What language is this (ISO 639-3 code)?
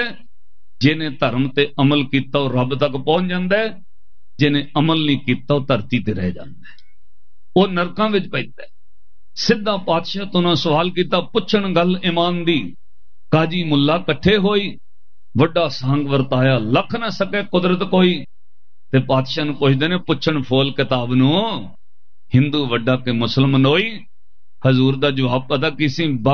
pan